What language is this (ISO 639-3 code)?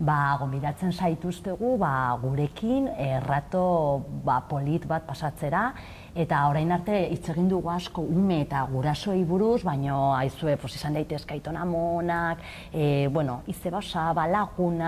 eus